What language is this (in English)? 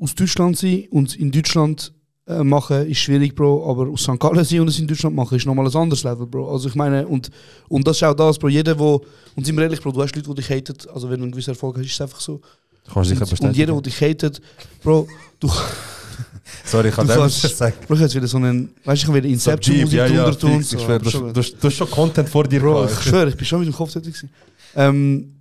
Swiss German